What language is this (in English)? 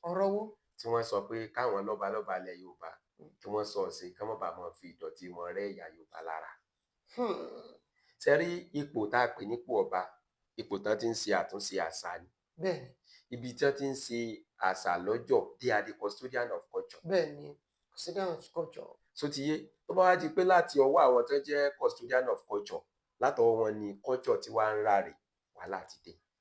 Yoruba